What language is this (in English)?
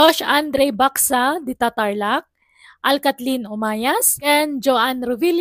Iloko